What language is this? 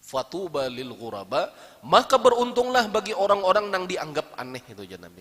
Banjar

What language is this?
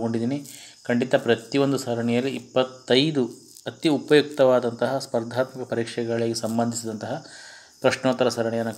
Kannada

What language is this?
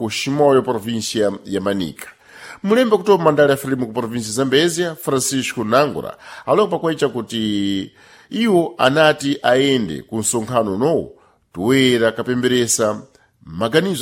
Sena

